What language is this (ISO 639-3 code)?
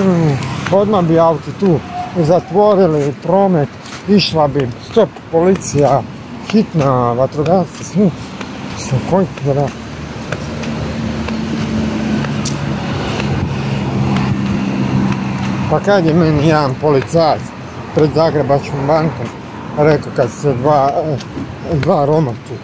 hrv